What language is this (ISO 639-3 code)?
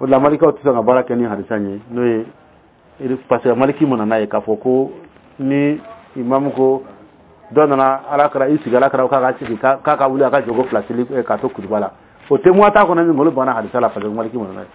dyu